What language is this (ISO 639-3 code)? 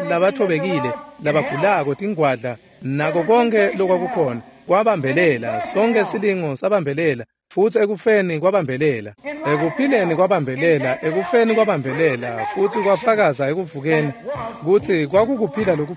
ssw